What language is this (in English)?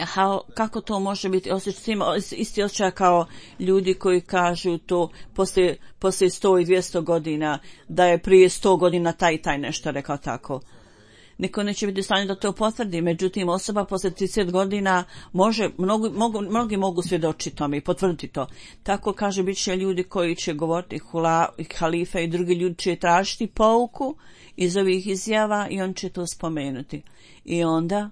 Bosnian